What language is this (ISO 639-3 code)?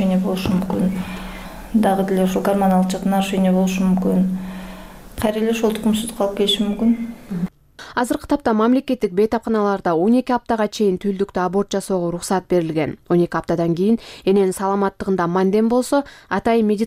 kir